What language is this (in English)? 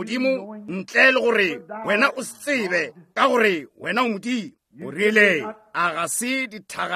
Northern Sotho